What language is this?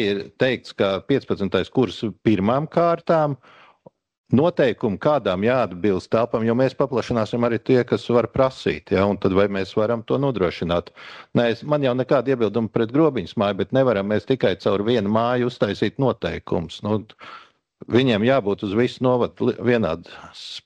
Latvian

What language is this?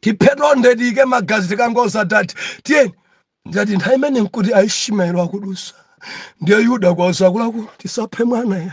Nyanja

